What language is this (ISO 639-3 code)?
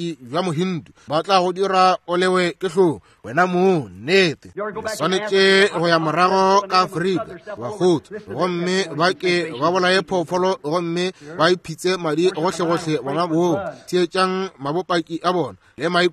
nso